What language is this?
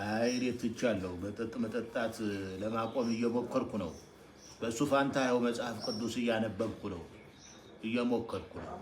Amharic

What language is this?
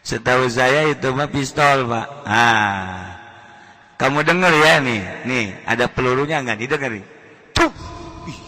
Sundanese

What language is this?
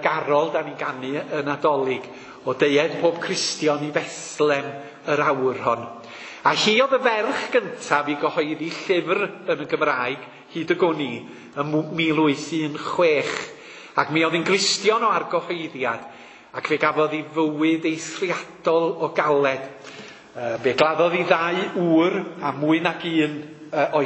Welsh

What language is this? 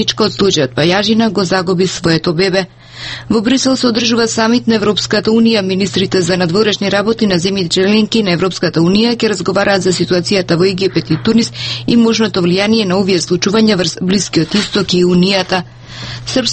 Macedonian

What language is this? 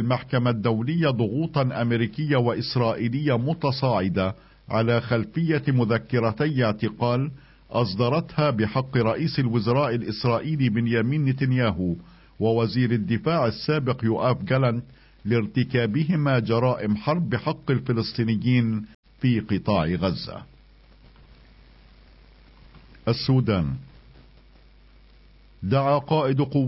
Arabic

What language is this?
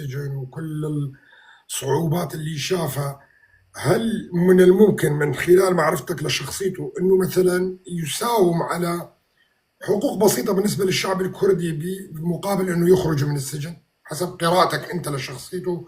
North Levantine Arabic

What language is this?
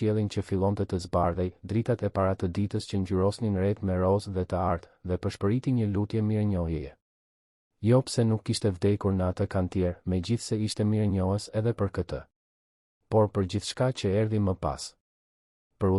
Albanian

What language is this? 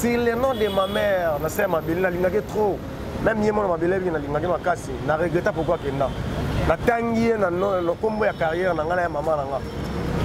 Lingala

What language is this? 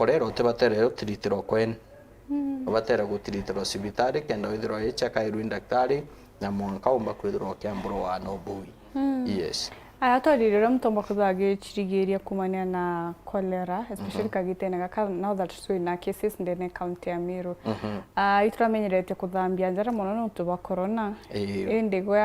Meru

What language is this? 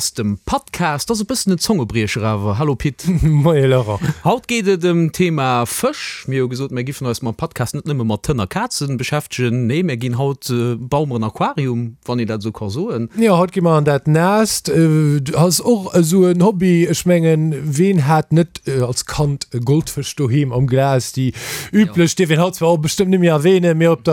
Luxembourgish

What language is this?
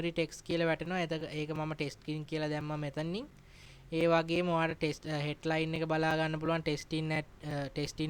Sinhala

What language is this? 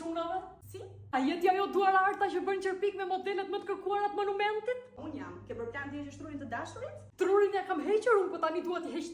Albanian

